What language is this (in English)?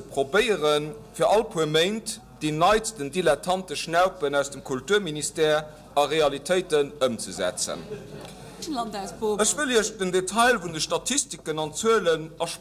Luxembourgish